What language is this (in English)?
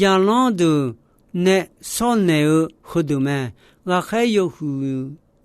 Akha